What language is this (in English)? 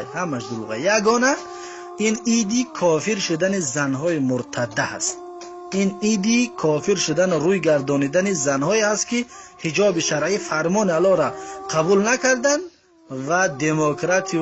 Tajik